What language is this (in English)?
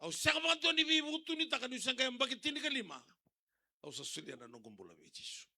Fijian